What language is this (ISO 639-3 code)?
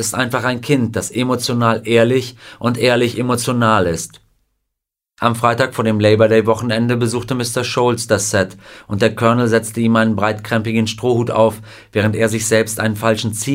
deu